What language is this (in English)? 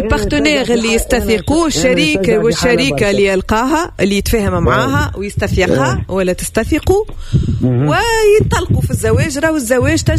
Tunisian Arabic